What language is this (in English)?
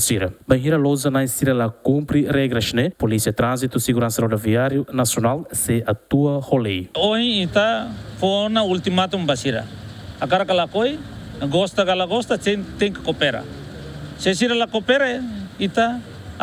Tetum